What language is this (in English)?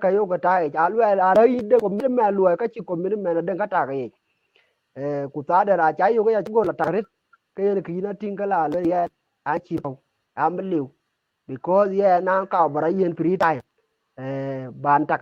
Dinka